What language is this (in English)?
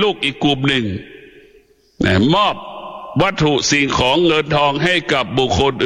Thai